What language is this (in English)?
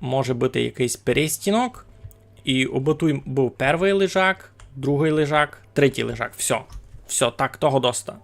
Rusyn